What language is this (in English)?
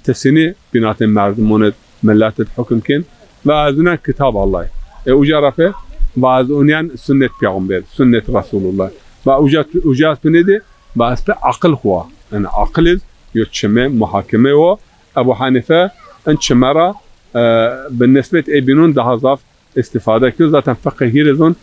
Zaza